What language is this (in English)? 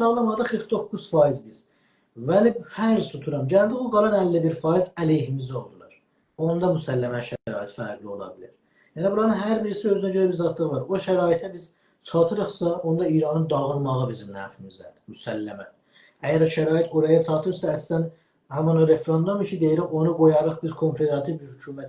South Azerbaijani